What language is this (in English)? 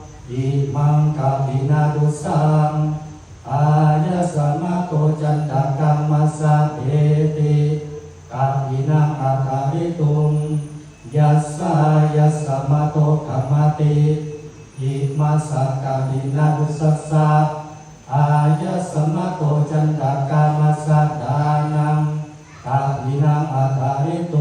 Pali